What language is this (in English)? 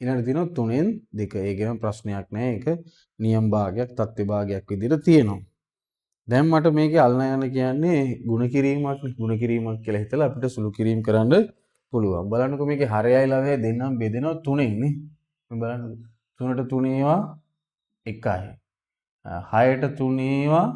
Sinhala